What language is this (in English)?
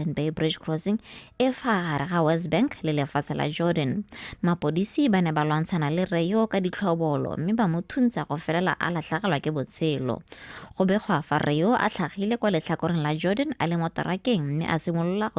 Tswana